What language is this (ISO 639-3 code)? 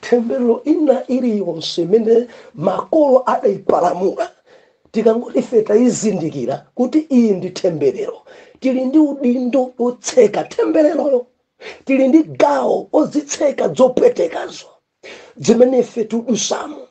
nya